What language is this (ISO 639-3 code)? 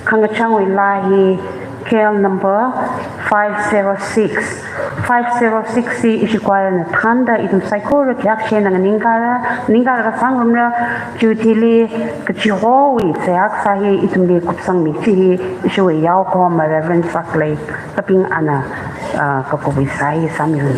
nmf